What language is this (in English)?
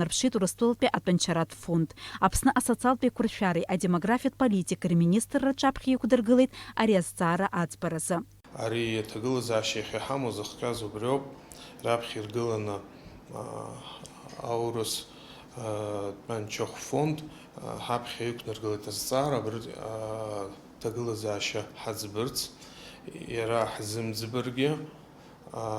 Abkhazian